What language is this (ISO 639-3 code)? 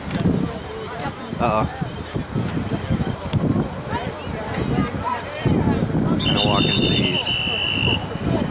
eng